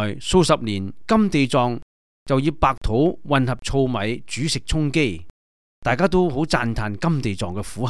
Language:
Cantonese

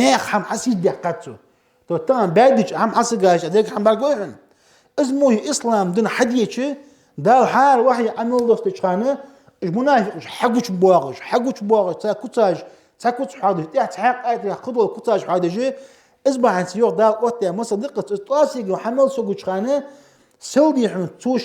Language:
Ingush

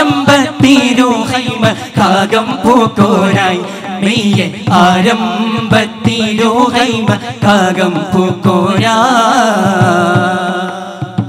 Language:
Malayalam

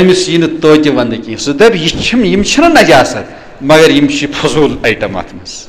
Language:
Kashmiri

